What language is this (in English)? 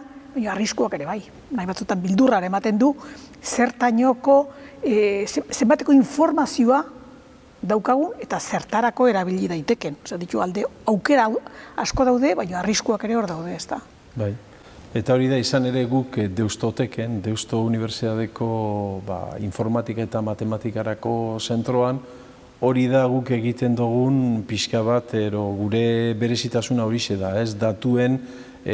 Basque